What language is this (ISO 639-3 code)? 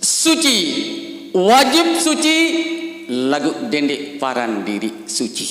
sas